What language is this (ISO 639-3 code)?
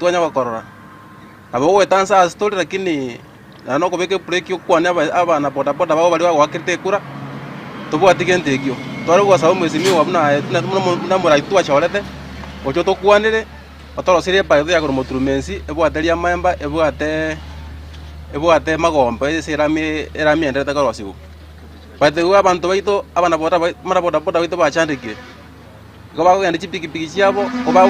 guz